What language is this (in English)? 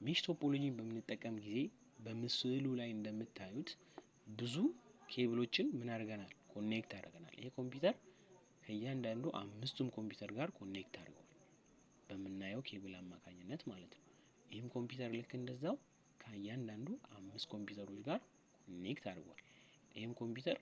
Amharic